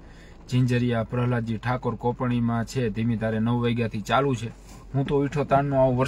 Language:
Gujarati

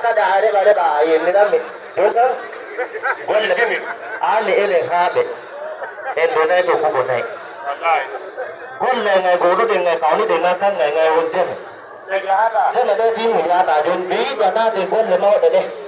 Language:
Fula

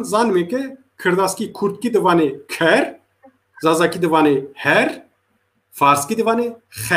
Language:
Zaza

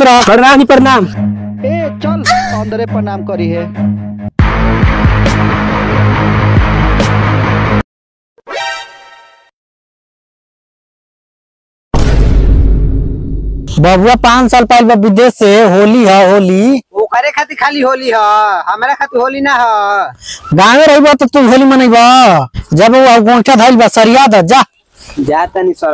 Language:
Bhojpuri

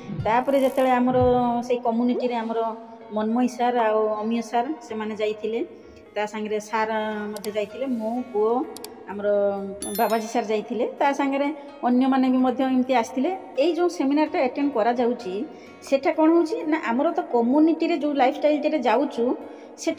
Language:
Odia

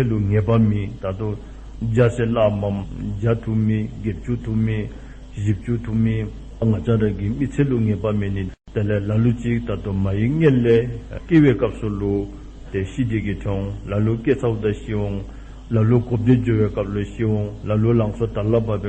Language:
Dzongkha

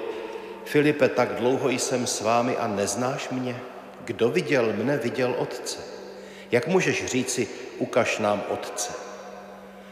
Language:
Czech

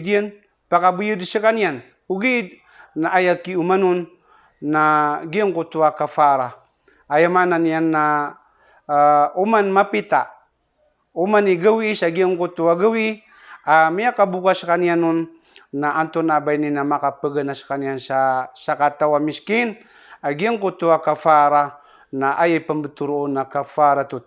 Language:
Maranao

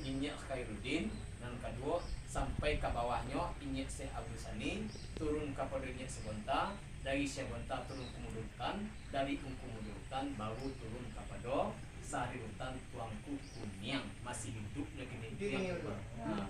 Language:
Minangkabau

